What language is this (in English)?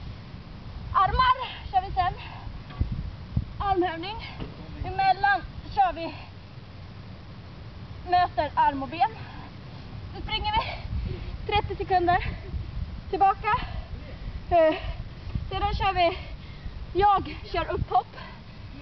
Swedish